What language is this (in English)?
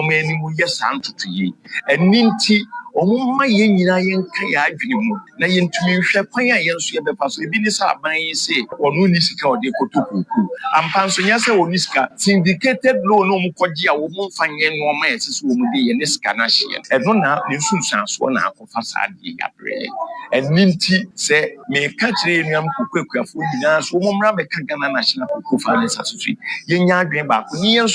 Akan